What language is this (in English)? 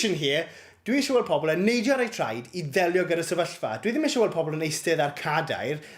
Welsh